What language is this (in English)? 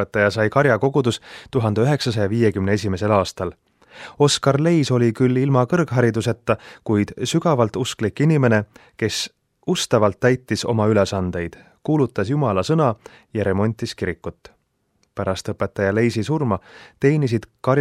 Estonian